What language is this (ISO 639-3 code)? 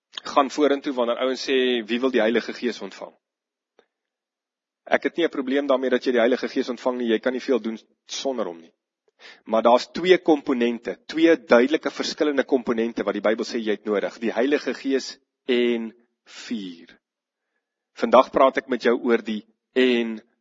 afr